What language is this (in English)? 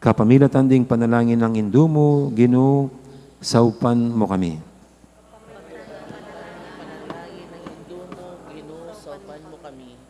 Pampanga